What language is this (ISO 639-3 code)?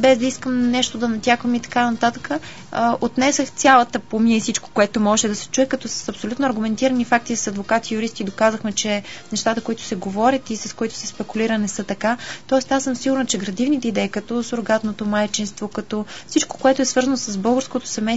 bul